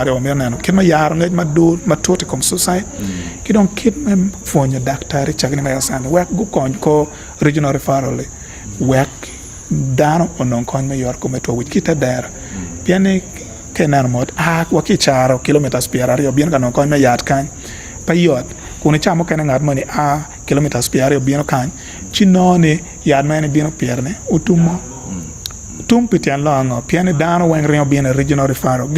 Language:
Acoli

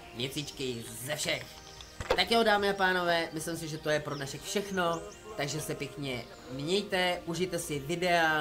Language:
Czech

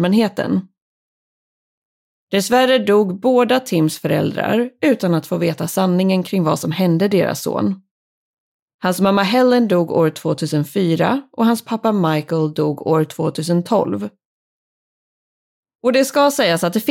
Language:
Swedish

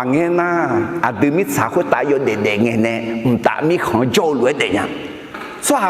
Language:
Akha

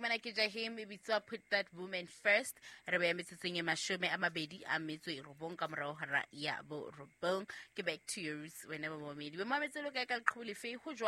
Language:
Southern Sotho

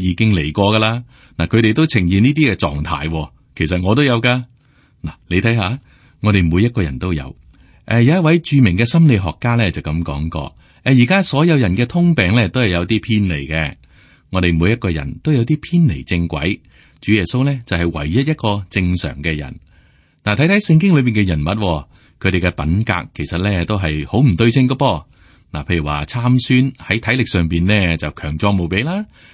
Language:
Cantonese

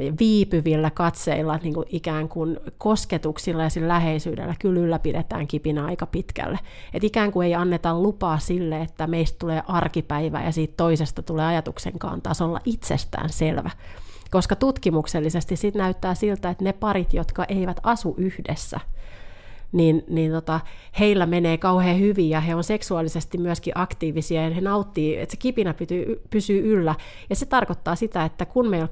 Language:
Finnish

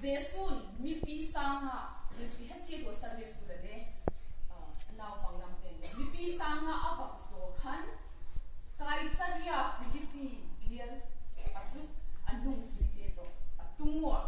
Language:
Vaiphei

